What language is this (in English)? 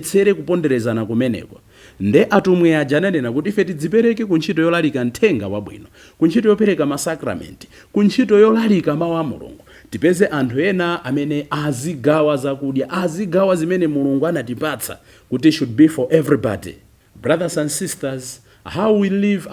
Nyanja